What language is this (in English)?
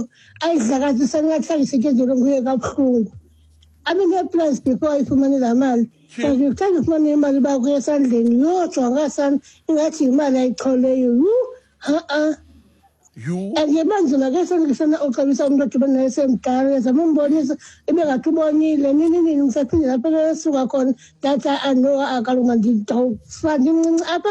Xhosa